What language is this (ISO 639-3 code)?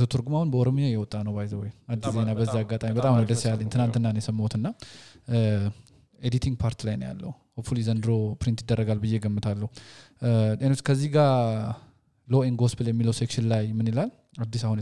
amh